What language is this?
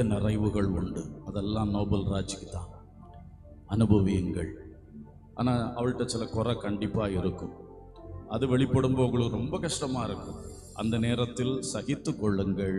Tamil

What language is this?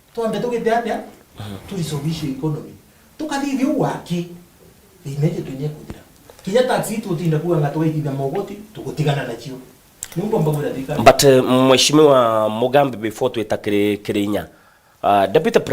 Meru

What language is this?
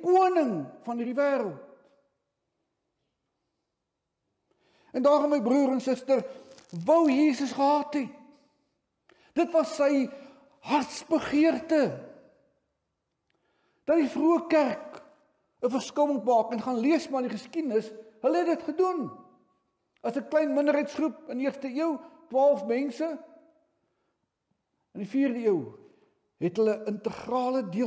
Afrikaans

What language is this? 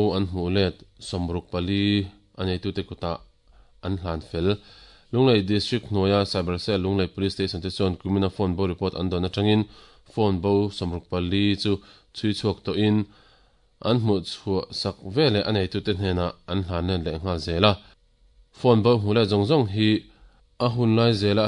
Mizo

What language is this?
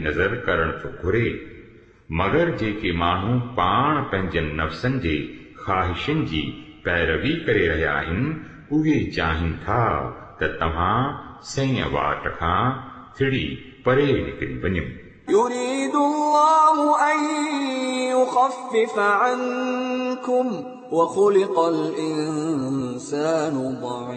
Sindhi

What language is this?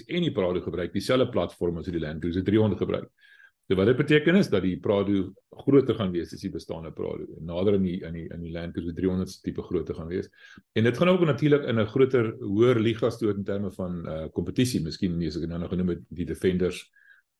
Afrikaans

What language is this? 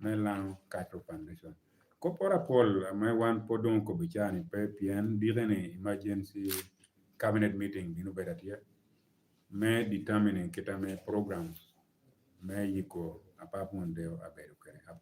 Lango (Uganda)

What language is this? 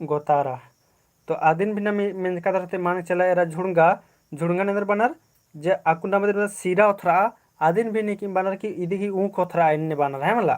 Kurukh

